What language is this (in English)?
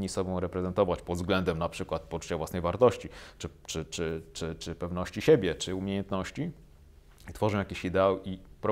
Polish